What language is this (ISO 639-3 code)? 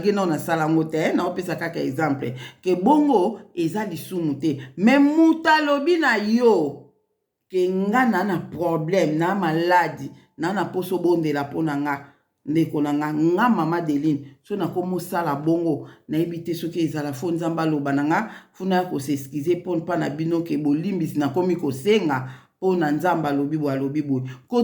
lin